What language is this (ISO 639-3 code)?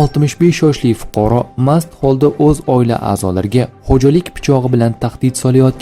uzb